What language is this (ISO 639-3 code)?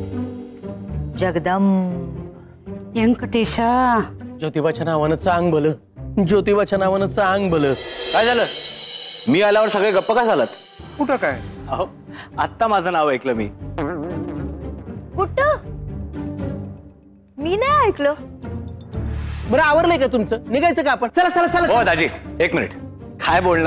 mar